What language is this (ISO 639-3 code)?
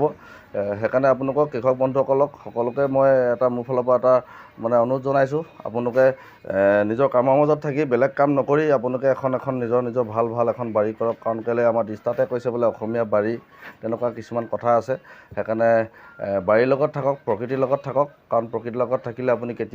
asm